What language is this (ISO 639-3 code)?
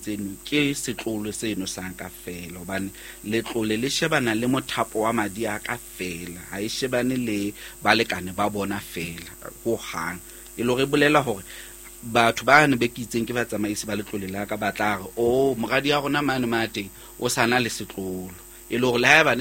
sot